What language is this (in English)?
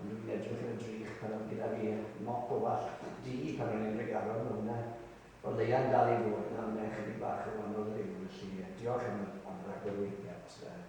Welsh